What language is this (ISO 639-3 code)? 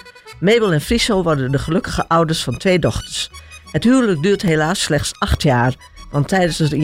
nld